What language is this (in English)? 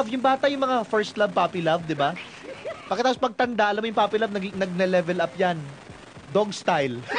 Filipino